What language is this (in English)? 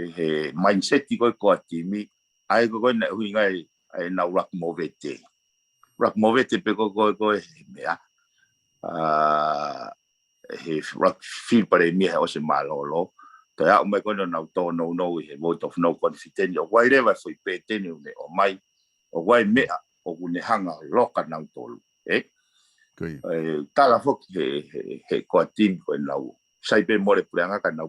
Tongan